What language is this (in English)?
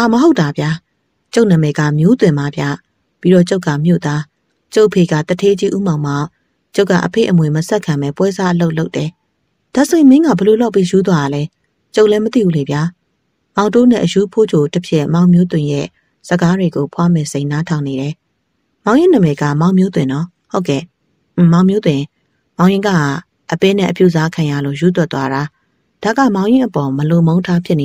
Burmese